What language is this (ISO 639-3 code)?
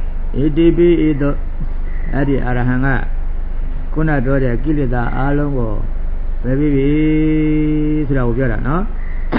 mya